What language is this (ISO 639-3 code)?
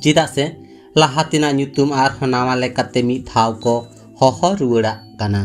sat